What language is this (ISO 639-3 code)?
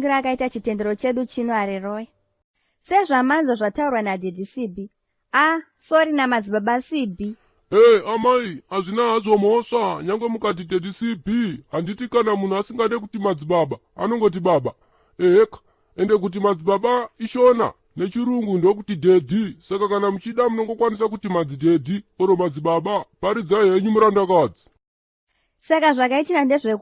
sna